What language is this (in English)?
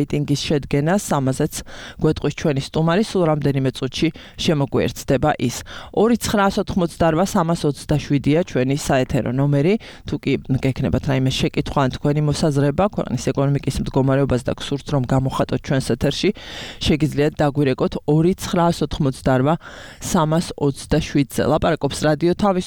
Georgian